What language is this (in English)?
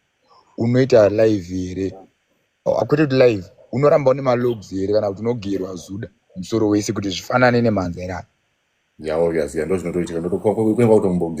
Shona